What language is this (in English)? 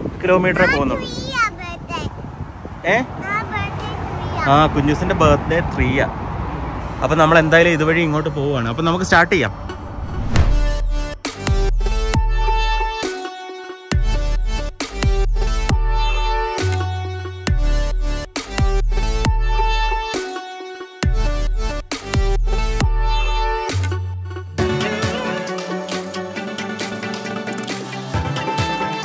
Malayalam